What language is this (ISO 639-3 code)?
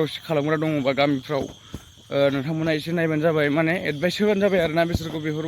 brx